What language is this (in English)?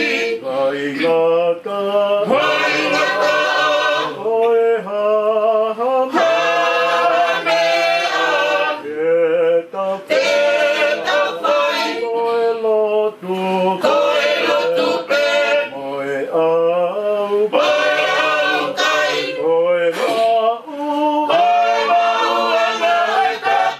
Tongan